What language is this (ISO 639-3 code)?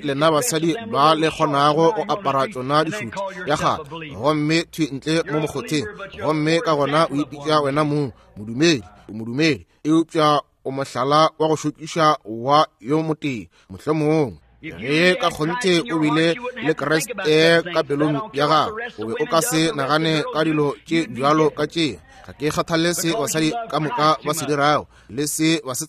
nso